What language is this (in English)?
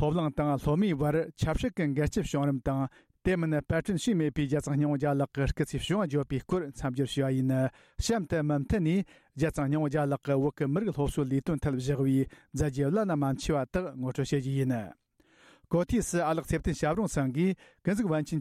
Tibetan